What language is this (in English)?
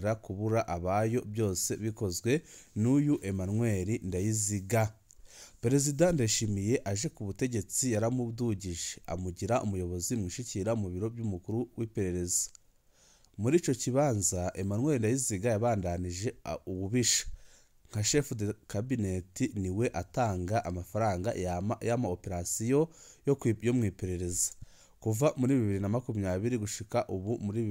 Rundi